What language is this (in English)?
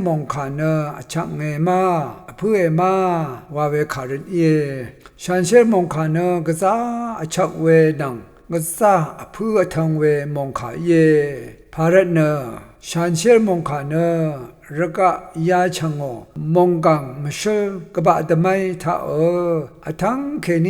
Rawang